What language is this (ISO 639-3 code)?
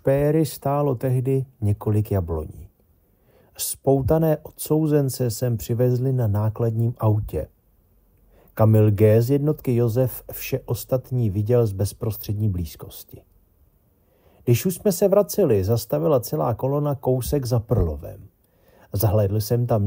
ces